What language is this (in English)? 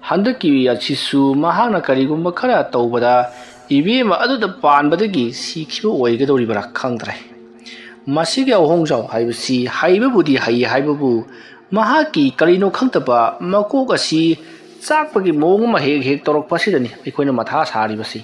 Manipuri